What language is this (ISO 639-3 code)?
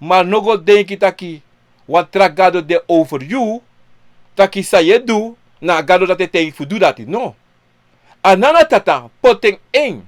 srn